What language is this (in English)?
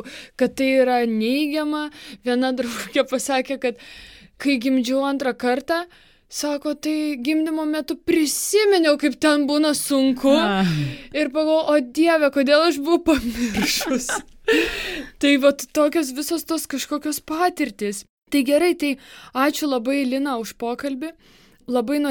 Lithuanian